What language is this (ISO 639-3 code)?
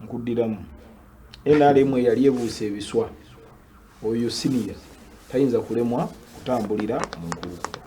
lug